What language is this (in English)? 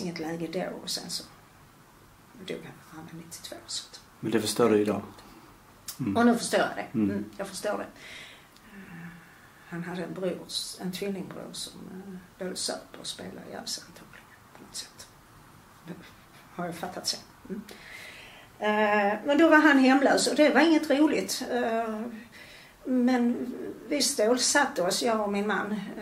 Swedish